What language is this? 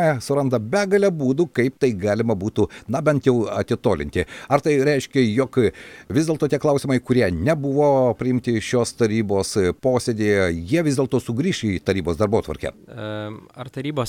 Lithuanian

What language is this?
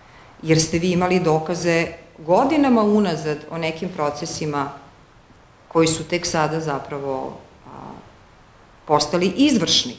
Serbian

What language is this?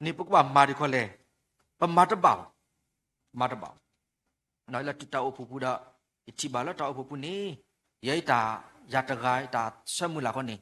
S'gaw Karen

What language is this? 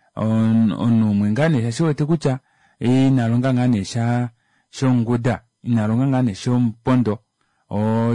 Kuanyama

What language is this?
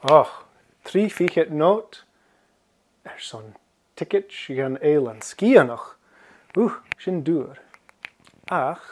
Scottish Gaelic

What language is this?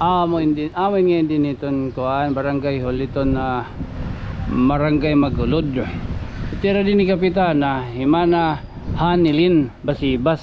Waray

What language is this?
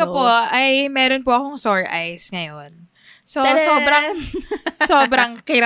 Filipino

